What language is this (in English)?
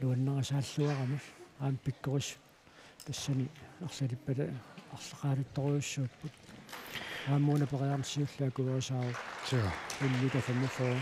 Kalaallisut